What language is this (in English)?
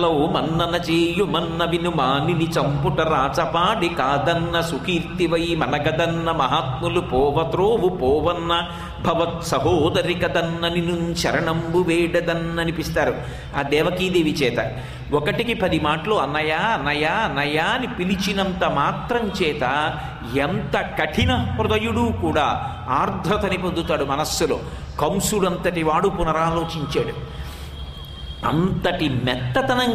Telugu